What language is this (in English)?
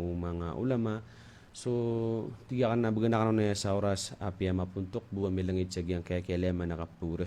Maranao